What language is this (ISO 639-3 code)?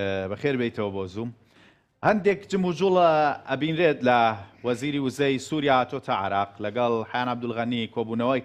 ckb